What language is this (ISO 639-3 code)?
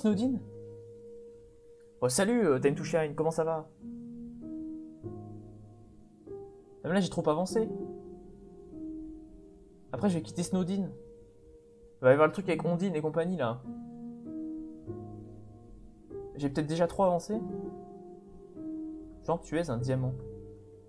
fra